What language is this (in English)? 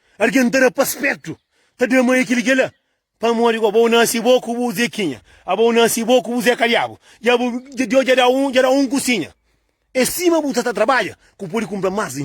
Kabuverdianu